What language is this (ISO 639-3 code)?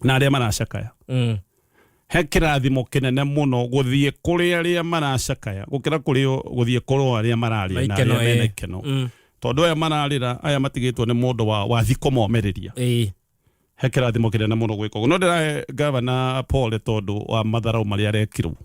kik